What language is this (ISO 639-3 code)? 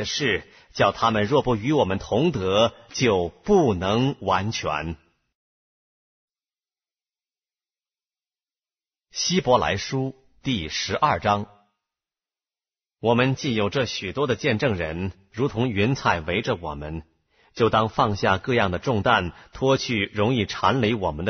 zho